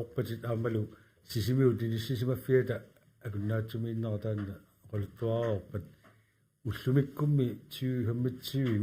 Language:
Kalaallisut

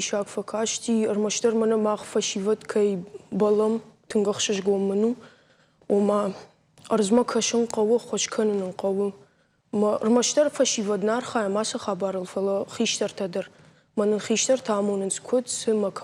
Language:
Ossetic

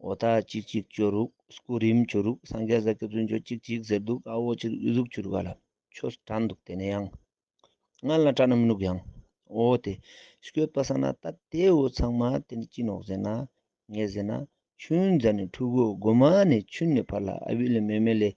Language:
Ladakhi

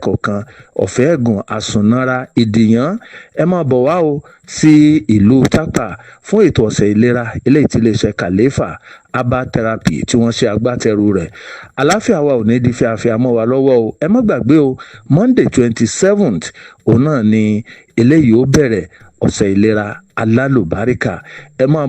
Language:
Yoruba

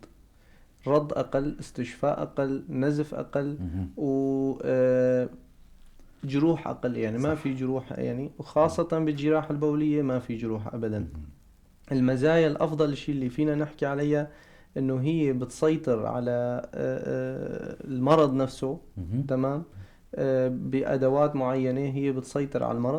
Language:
North Levantine Arabic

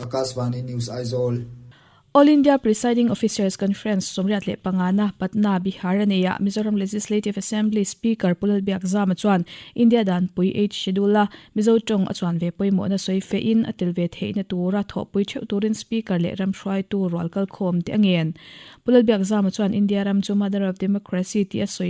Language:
Mizo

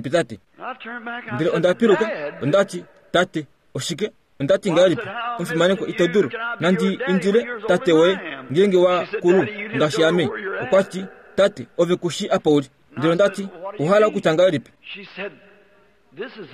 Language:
Kuanyama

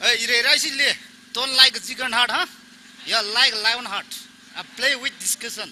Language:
Tangkhul Naga (India)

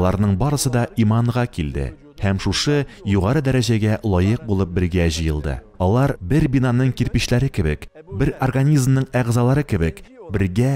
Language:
Tatar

